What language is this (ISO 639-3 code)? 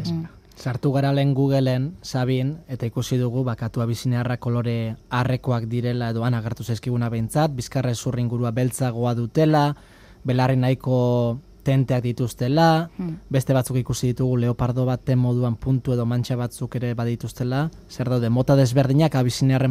eus